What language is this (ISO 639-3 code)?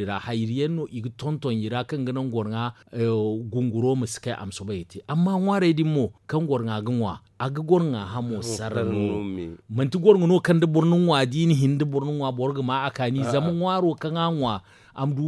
dje